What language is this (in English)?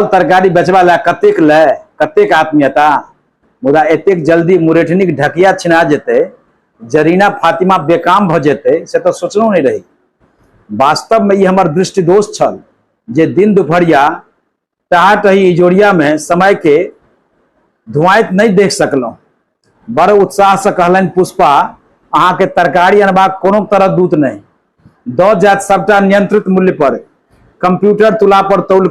Maithili